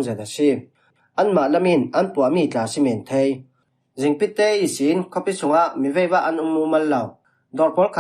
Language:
Falam Chin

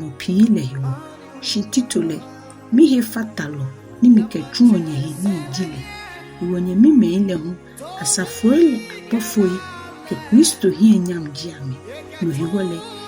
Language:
Ga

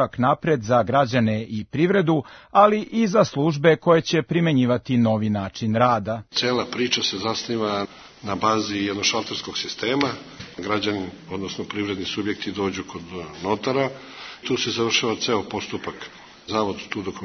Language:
Serbian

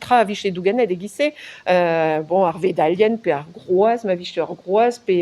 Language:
Breton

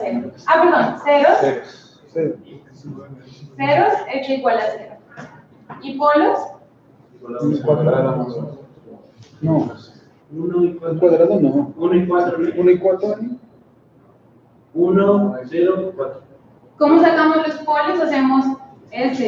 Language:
Spanish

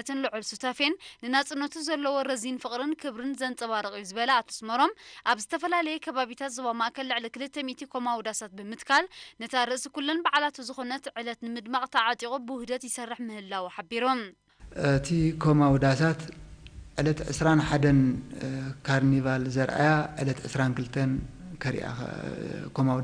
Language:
Tigrinya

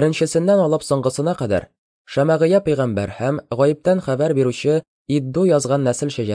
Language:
Tatar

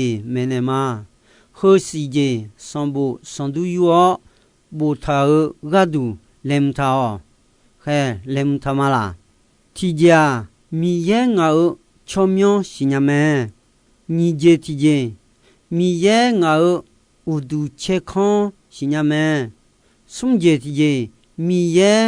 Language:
Akha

